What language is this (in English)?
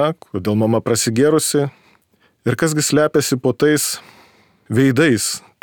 Lithuanian